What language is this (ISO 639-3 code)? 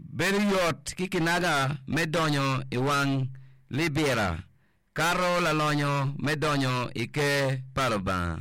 ach